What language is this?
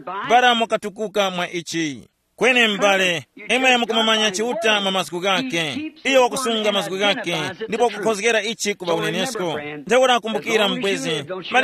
Tumbuka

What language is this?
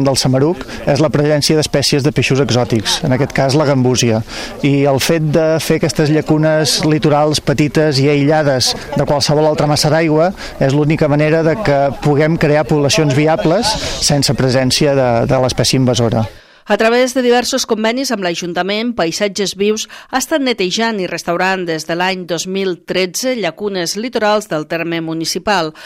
Catalan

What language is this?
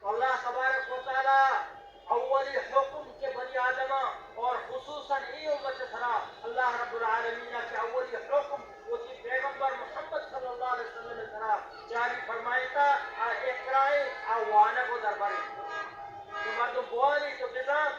Baluchi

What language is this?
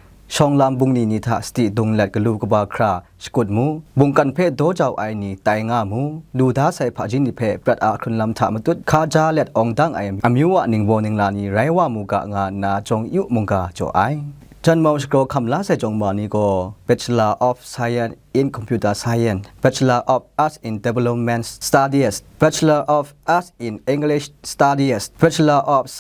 Kachin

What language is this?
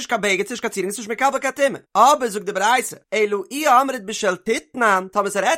Yiddish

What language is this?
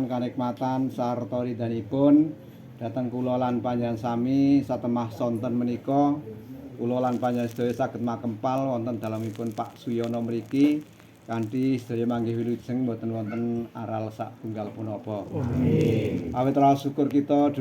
Javanese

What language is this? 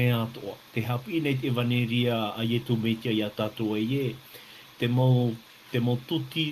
Tahitian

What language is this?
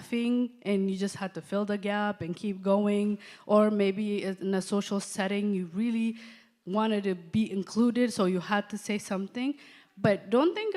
English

